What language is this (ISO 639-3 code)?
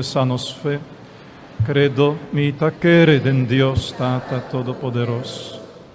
pap